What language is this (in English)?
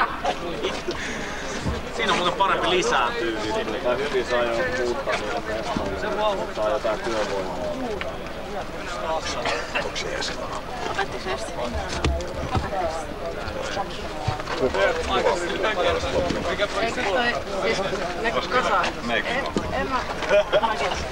Finnish